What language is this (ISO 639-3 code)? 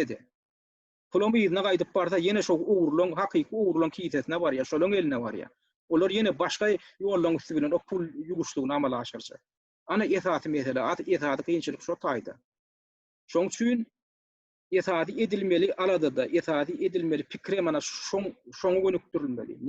tuk